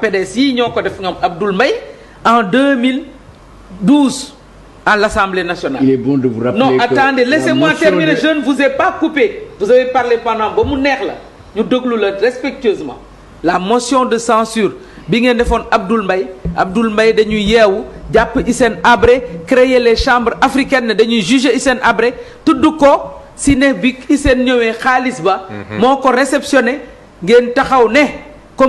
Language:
Wolof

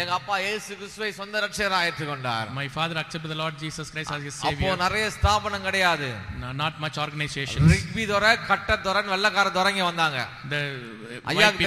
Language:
Tamil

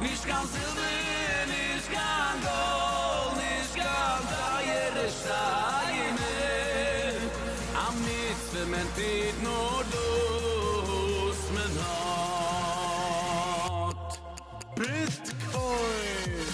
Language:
Yiddish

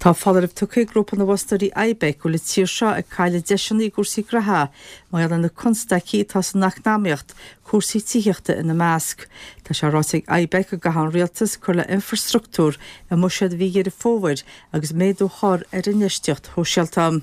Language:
Irish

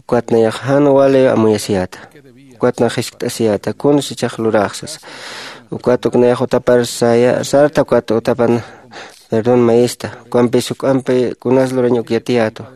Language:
Aymara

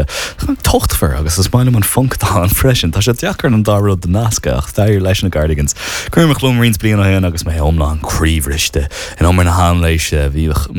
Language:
Irish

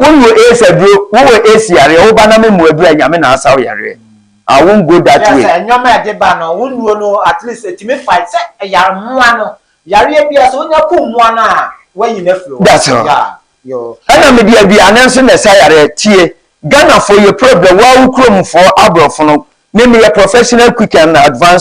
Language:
Akan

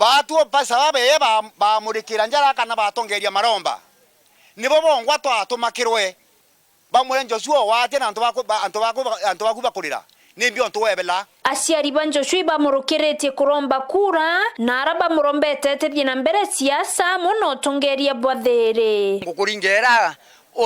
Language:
Meru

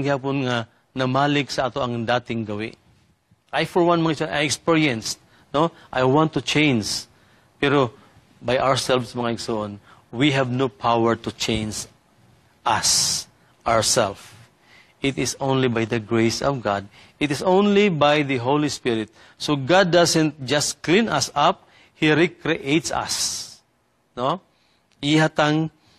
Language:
Cebuano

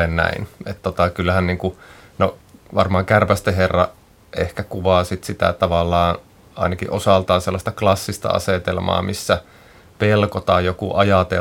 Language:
Finnish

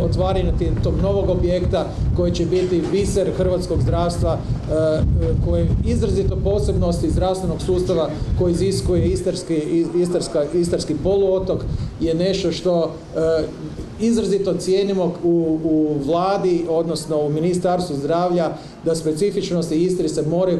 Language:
Croatian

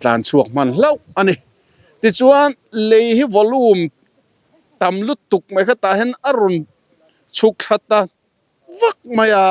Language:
Mizo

